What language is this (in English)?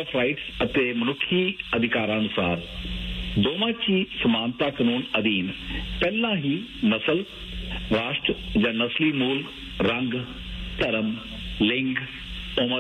Punjabi